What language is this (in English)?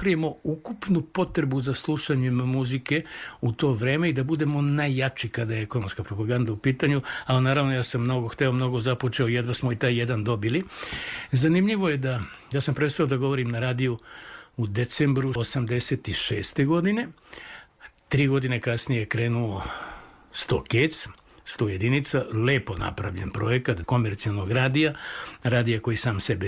Serbian